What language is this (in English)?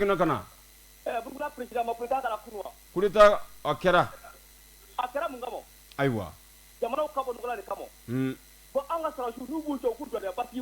Bambara